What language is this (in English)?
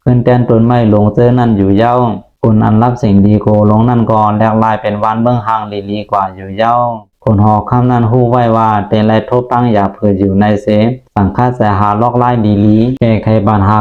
Shan